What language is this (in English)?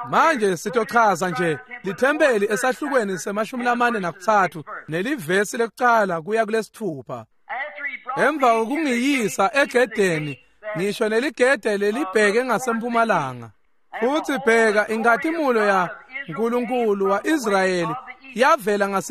Swati